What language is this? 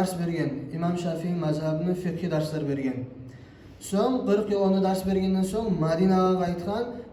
Kumyk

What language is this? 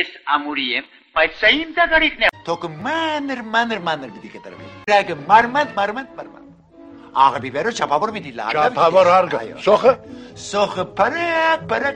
Armenian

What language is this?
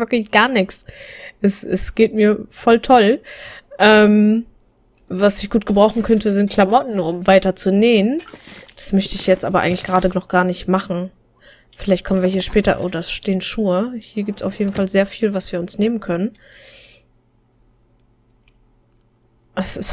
German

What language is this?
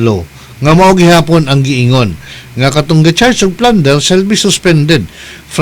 Cebuano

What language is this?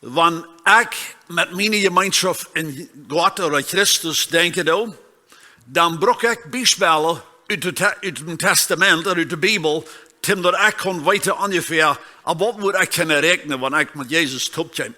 Plautdietsch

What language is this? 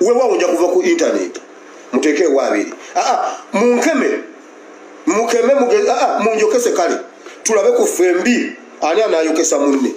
Ganda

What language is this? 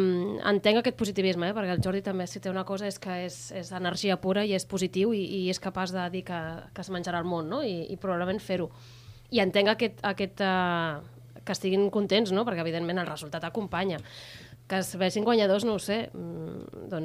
Catalan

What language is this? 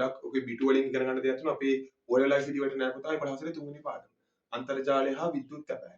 Sinhala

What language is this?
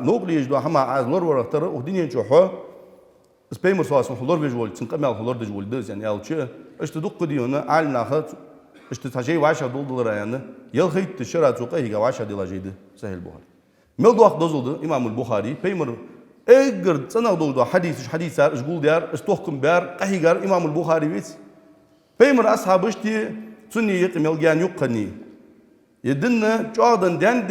Ingush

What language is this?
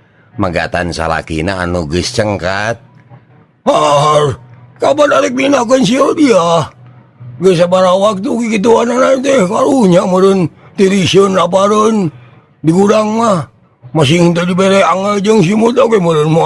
Sundanese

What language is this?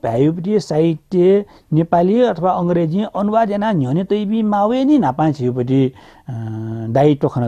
Newari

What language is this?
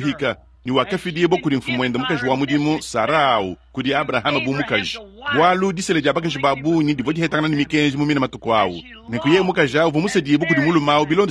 Luba-Lulua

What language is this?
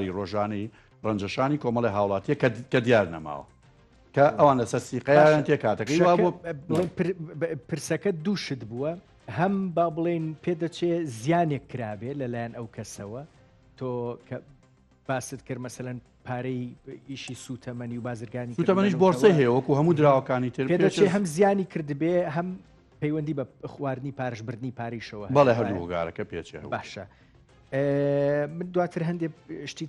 Central Kurdish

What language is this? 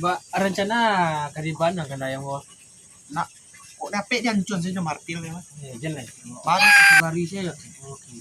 Minangkabau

